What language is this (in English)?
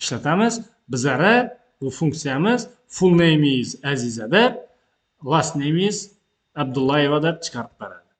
Uzbek